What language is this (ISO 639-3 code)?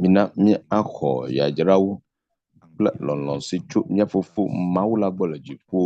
ewe